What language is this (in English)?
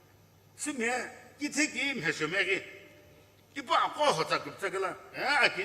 Sumi Naga